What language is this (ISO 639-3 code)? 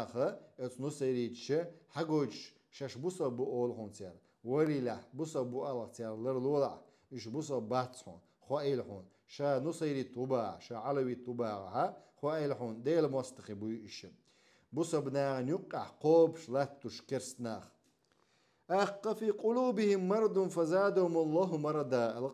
che